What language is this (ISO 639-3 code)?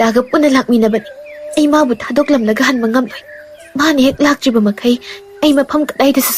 mni